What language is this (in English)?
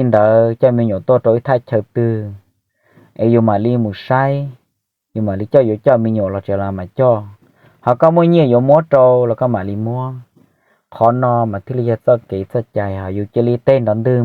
Hmong